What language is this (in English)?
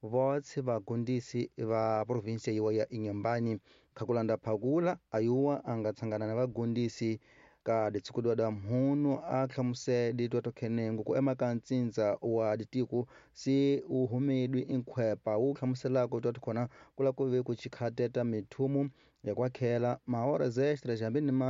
Tsonga